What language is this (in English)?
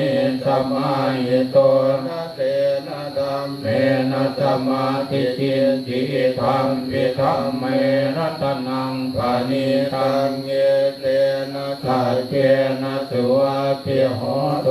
Pali